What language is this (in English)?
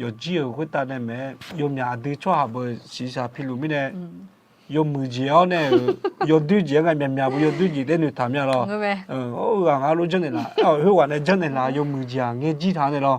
Akha